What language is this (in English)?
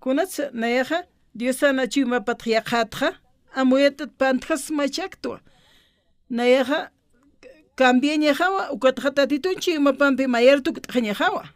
Aymara